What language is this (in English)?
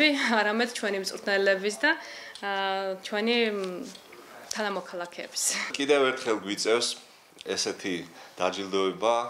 Georgian